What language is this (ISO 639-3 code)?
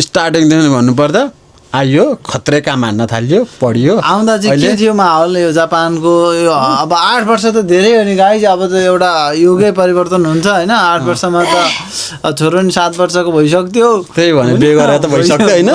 nep